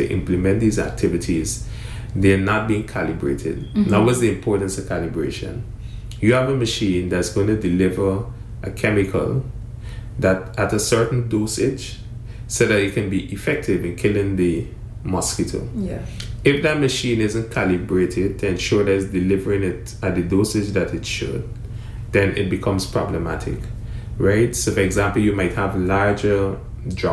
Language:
English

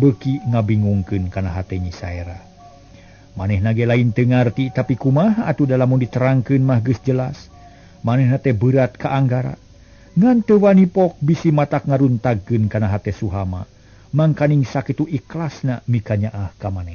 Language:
Sundanese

